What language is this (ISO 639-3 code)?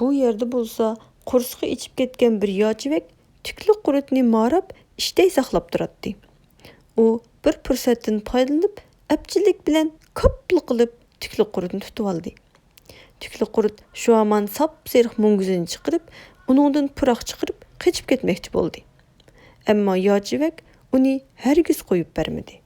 uig